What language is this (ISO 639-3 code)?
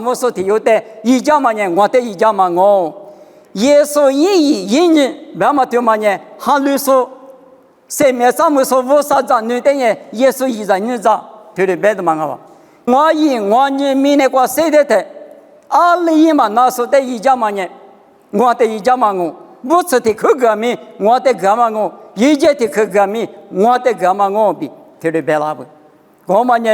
lis